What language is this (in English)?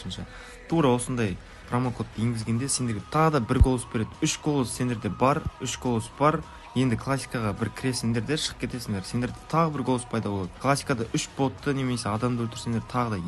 Kara-Kalpak